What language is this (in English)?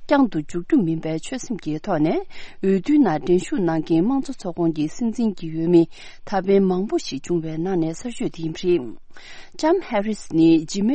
Tibetan